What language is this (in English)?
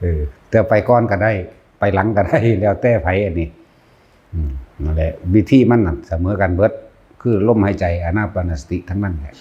Northeastern Thai